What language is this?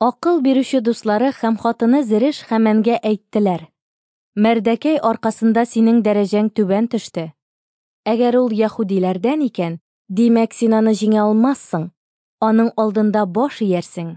Tatar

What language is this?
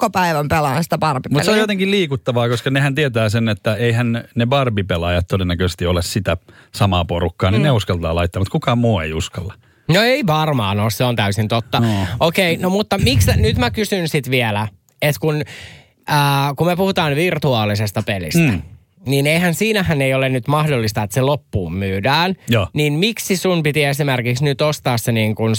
Finnish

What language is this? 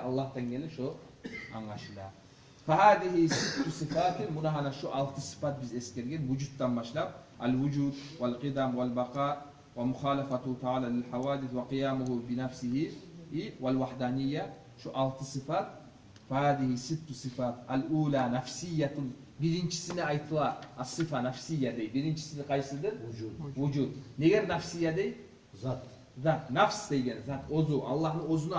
Kumyk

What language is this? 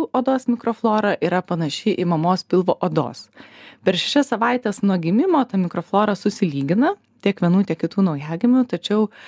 Lithuanian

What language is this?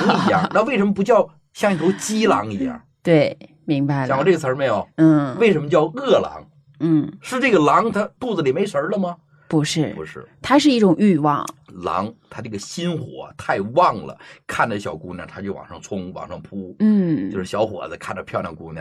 Chinese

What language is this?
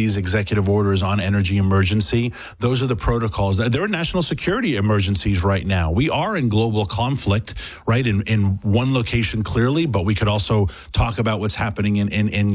English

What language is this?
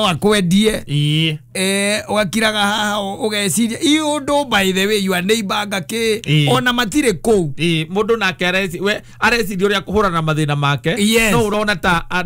Kikuyu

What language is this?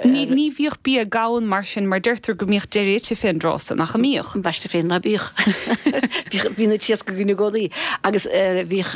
Irish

